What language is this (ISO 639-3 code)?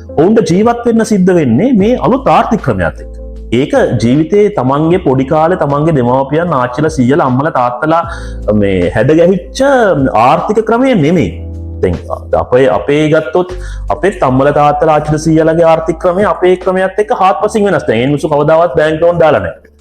sin